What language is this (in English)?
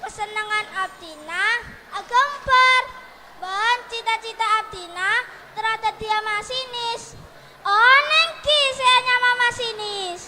Madurese